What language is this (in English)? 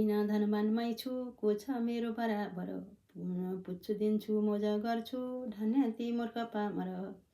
Nepali